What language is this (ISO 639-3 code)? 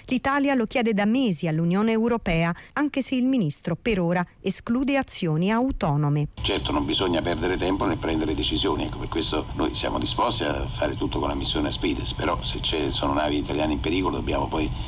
ita